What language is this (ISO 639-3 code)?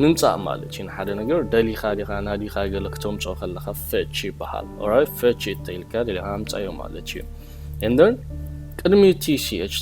tir